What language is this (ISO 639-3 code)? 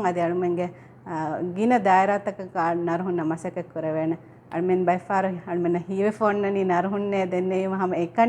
div